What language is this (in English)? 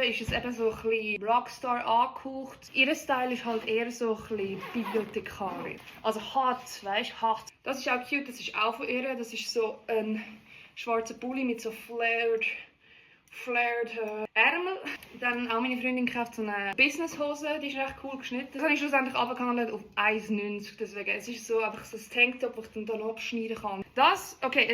Swiss German